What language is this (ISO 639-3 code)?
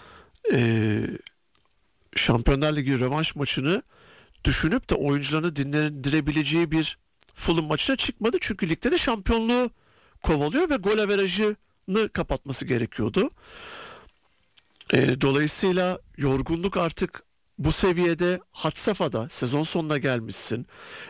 tur